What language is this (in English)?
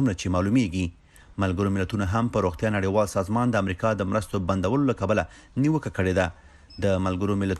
Pashto